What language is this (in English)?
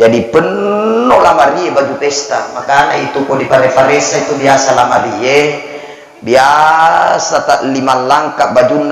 Buginese